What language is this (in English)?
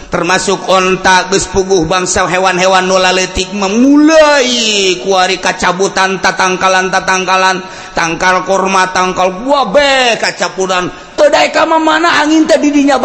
Sundanese